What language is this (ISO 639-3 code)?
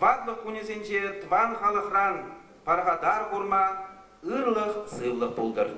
chv